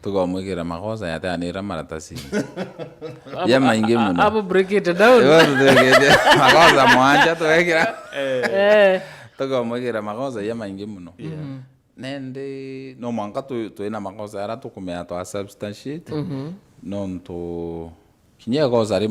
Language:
Meru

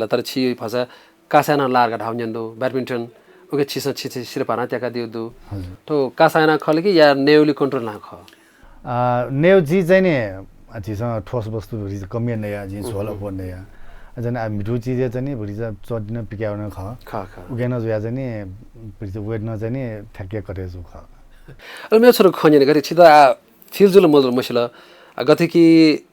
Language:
Newari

